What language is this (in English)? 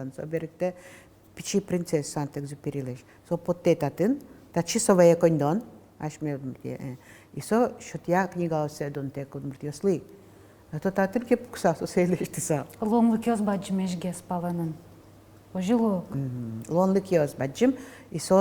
Udmurt